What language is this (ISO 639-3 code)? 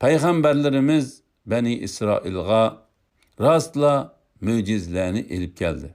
uig